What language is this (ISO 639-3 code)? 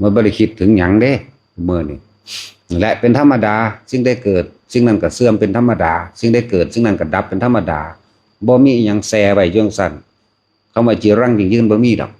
tts